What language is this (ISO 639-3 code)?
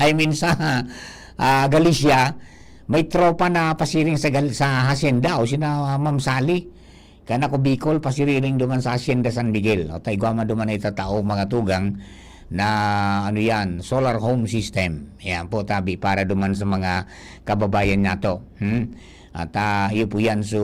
bik